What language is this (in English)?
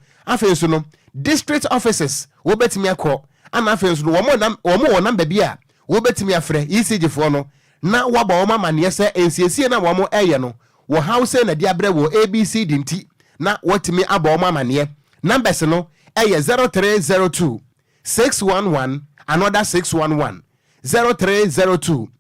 Akan